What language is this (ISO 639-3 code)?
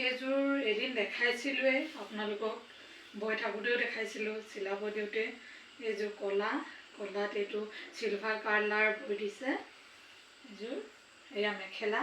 asm